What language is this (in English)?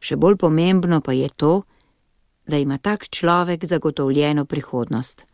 Slovenian